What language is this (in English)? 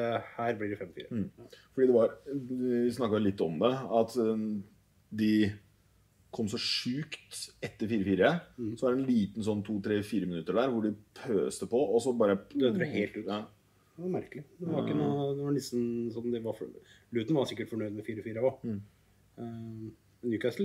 Norwegian